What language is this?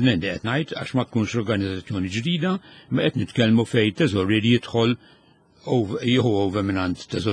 Maltese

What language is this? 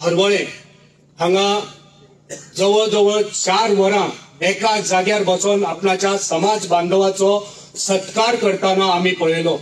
Konkani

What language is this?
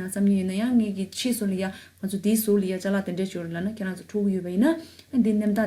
Tibetan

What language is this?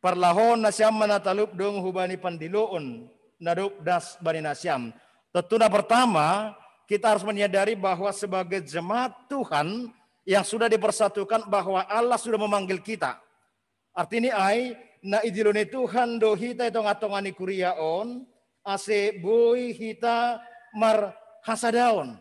Batak Simalungun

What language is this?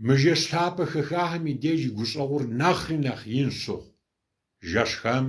Kabardian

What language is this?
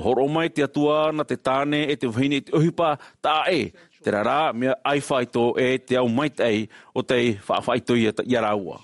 Tahitian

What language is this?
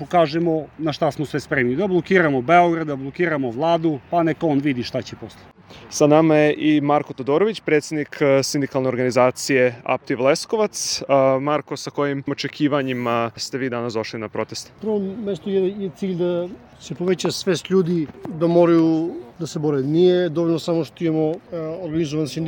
Serbian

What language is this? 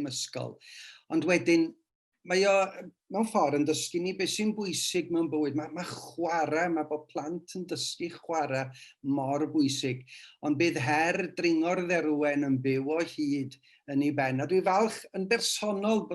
Welsh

